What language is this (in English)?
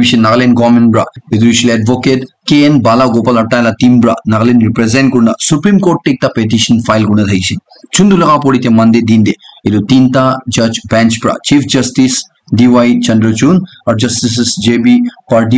Naga Pidgin